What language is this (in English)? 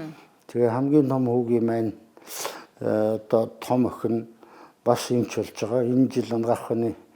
Mongolian